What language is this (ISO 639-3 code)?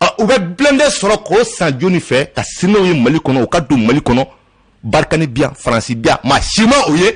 bam